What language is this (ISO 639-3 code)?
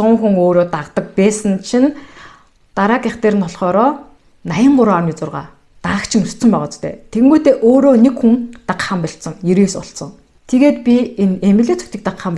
mon